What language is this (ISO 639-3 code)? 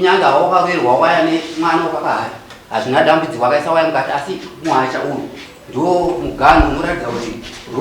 sna